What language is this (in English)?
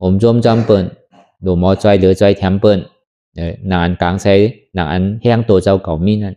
Shan